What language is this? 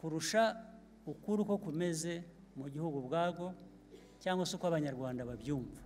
Kinyarwanda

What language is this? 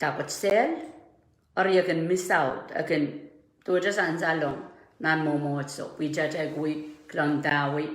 Pohnpeian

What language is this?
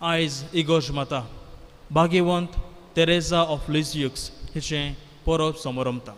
Konkani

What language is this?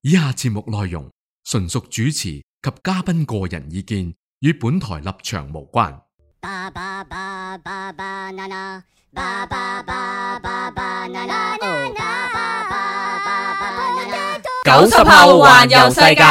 Cantonese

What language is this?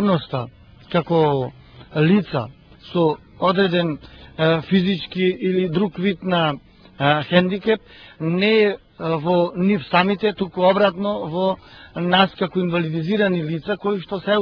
Macedonian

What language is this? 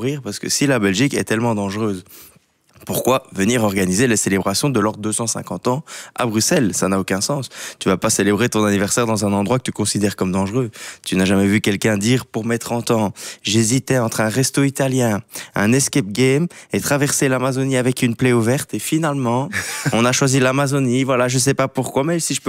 French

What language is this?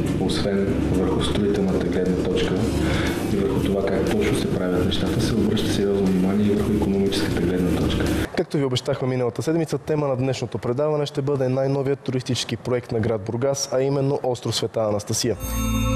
Bulgarian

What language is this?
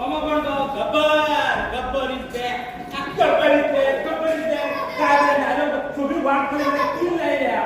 Konkani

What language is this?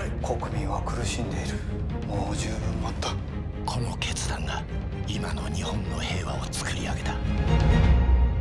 Japanese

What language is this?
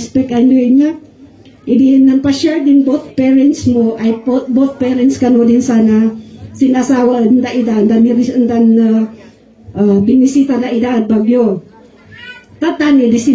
Kankanaey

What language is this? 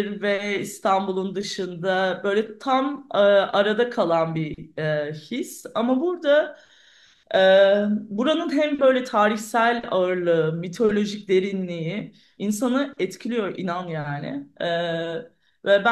Turkish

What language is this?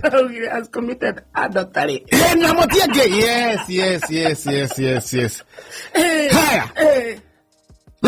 Kikuyu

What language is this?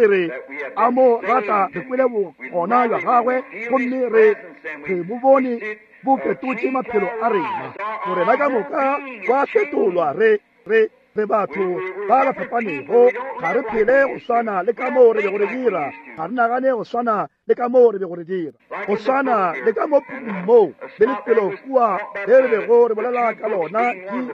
Northern Sotho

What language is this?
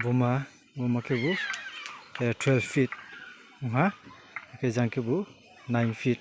Riang (India)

